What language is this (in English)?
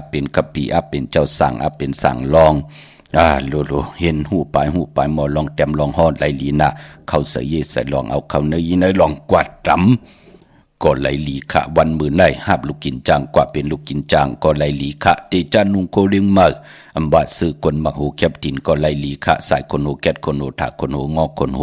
Shan